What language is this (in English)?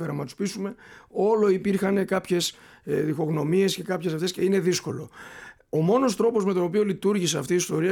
Greek